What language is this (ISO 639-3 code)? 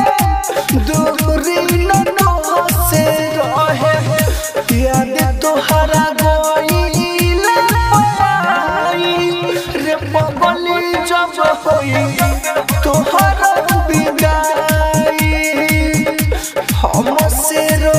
bho